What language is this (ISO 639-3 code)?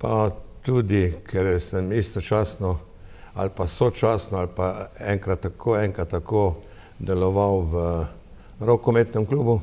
slv